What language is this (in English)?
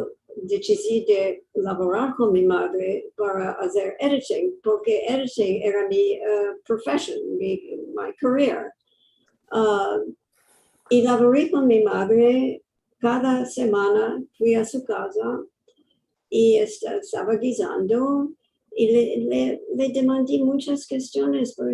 Ladino